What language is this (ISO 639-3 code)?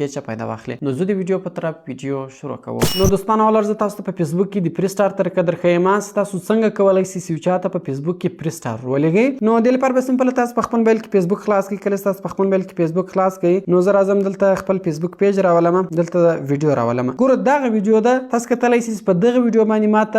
pus